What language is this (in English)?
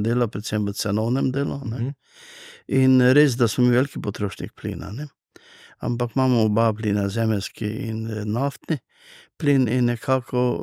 Slovenian